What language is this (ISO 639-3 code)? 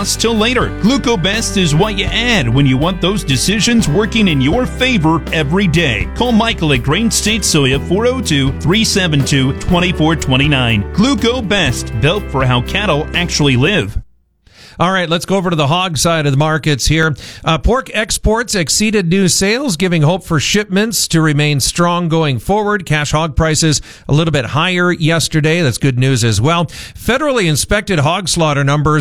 eng